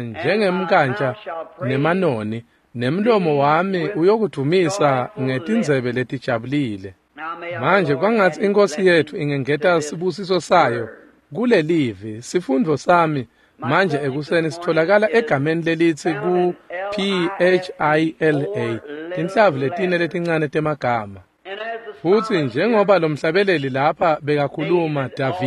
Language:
Swati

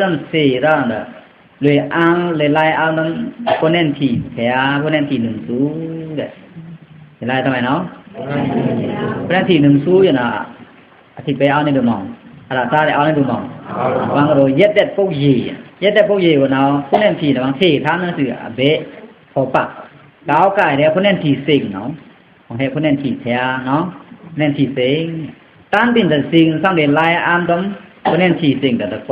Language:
Pa'o Karen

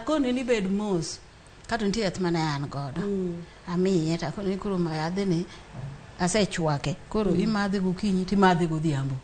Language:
Luo (Kenya and Tanzania)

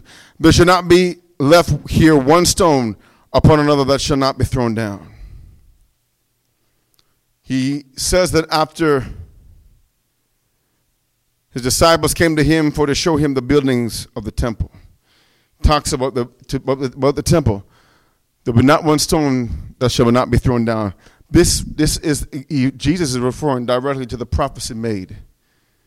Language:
English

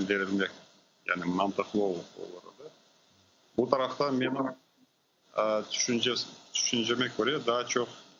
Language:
Crimean Tatar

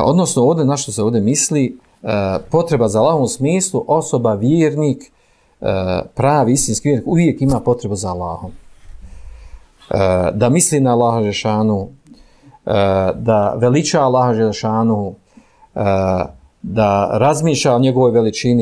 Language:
Bosnian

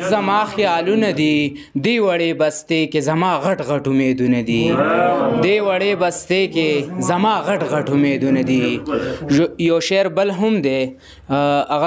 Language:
Pashto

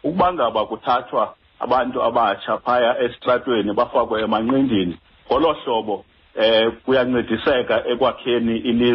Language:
Xhosa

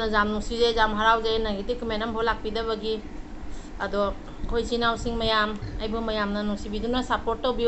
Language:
Manipuri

